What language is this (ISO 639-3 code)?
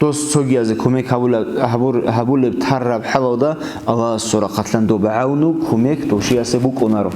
ava